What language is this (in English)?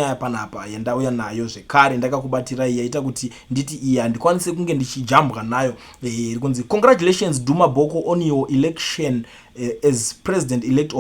Shona